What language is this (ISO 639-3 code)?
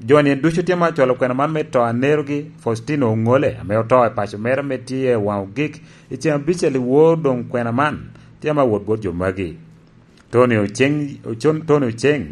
laj